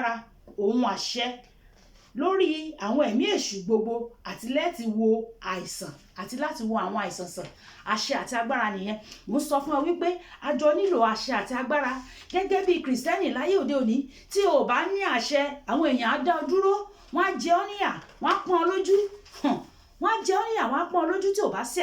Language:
Yoruba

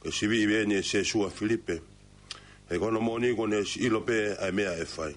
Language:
Tongan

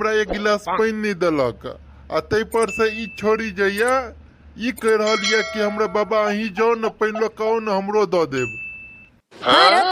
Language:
Maithili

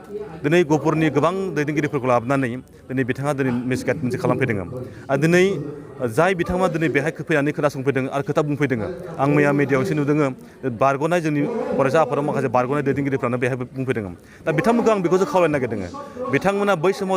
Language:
Bodo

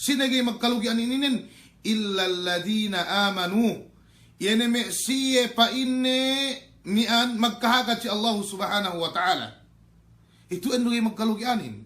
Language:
Yakan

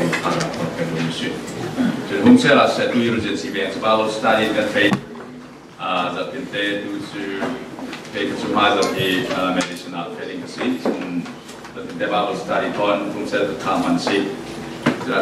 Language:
Falam Chin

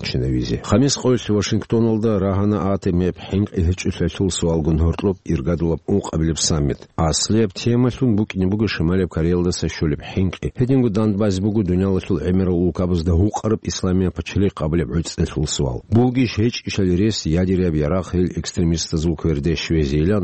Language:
Avaric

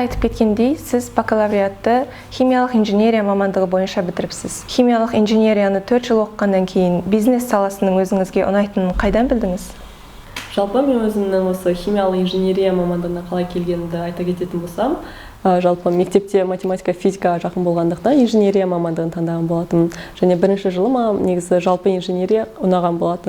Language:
Kazakh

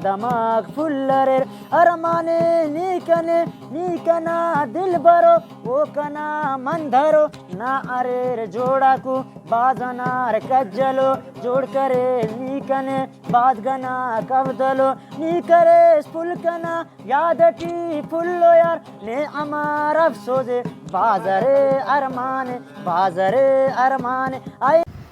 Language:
Brahui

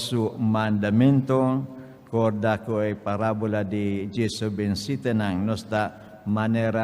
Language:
Papiamento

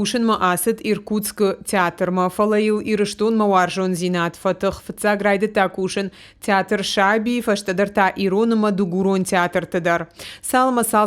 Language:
Ossetic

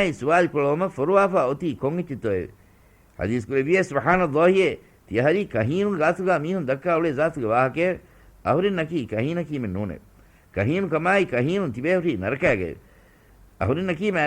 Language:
Divehi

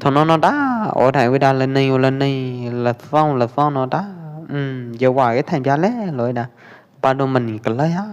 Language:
Pwo Eastern Karen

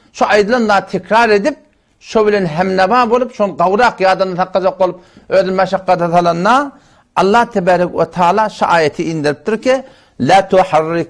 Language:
Turkmen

